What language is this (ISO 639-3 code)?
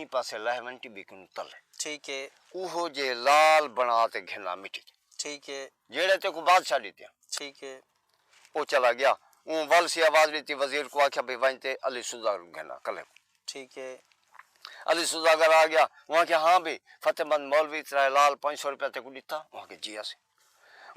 skr